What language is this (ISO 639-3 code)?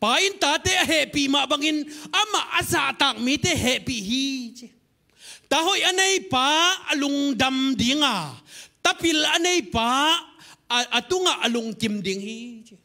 ctd